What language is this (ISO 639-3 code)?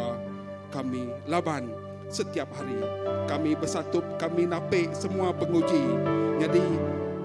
iba